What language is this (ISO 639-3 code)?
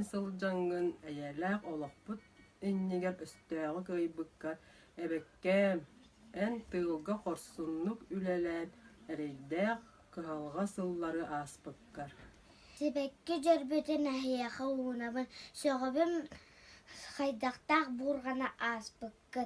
sah